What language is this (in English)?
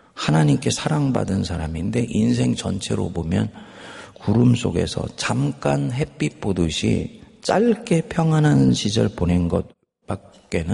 Korean